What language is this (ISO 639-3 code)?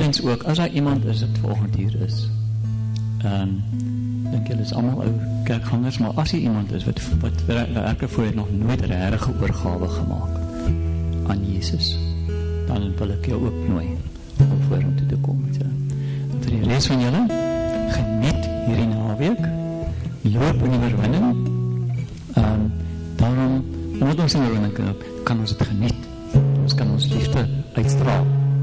afr